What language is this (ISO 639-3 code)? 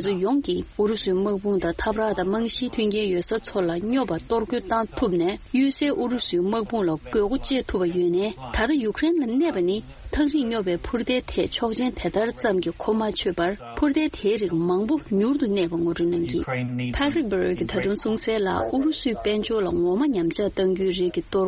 bod